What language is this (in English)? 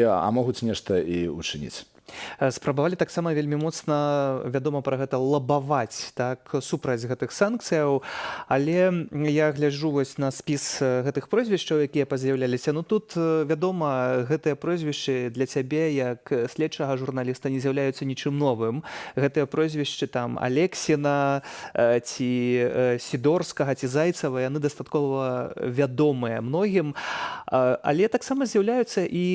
Belarusian